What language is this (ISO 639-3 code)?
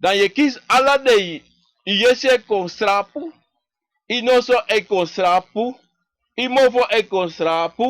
srn